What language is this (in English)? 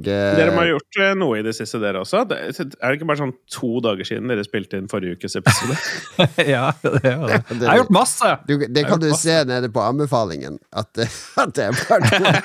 Norwegian